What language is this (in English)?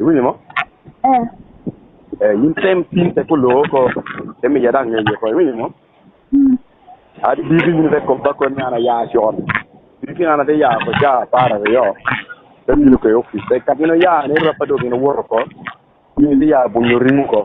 Lango (Uganda)